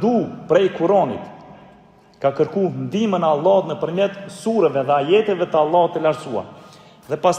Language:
Albanian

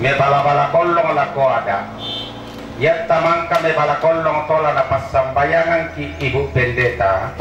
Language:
Toraja-Sa'dan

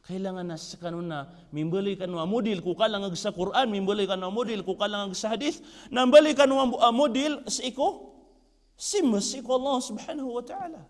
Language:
Maranao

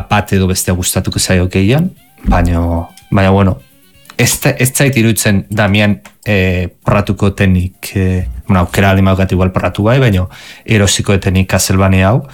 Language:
Basque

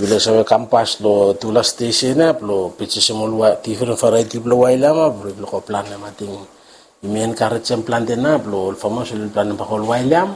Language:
Bislama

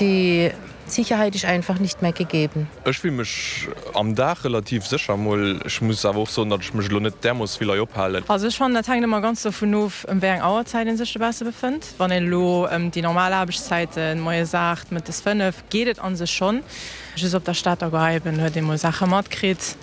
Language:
Luxembourgish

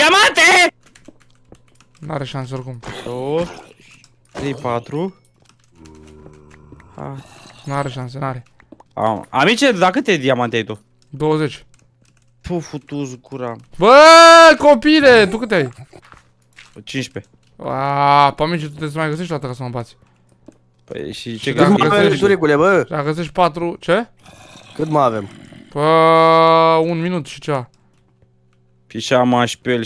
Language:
Romanian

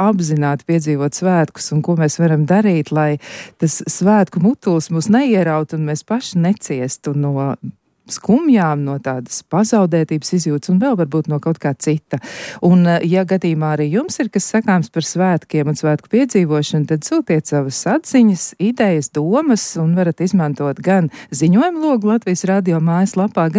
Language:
Latvian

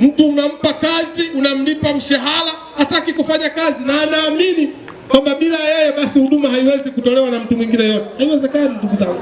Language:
Swahili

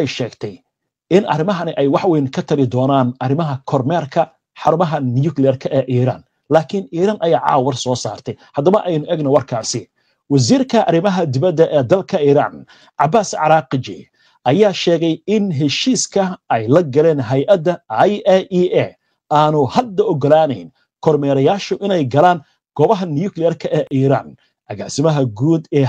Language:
Somali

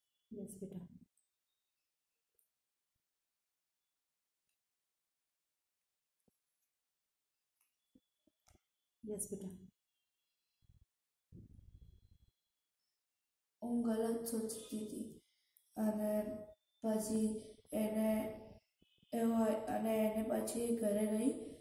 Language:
Gujarati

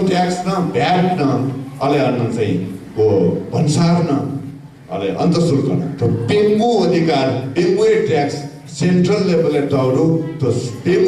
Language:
Newari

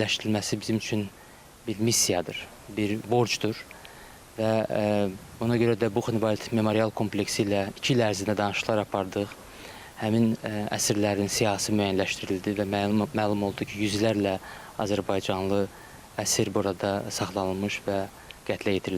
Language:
Azerbaijani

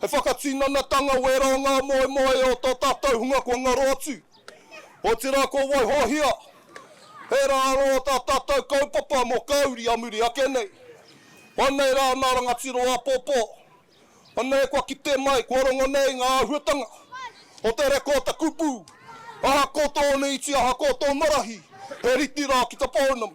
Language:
Māori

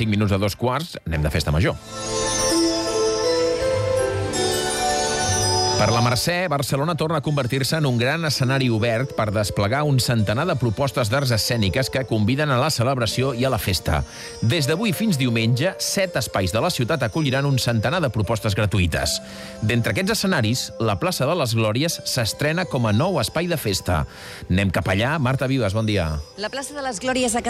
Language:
Catalan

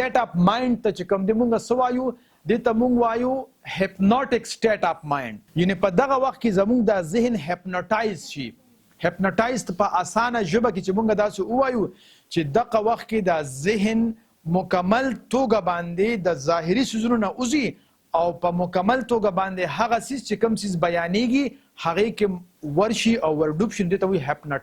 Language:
Pashto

